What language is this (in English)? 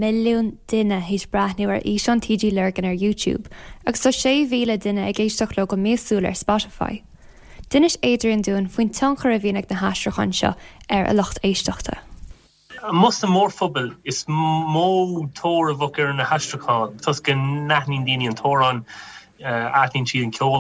Irish